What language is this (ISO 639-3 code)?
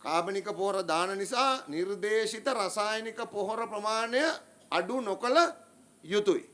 sin